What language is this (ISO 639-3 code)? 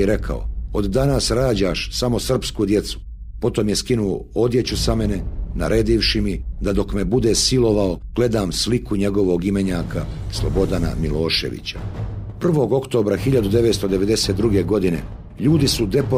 bos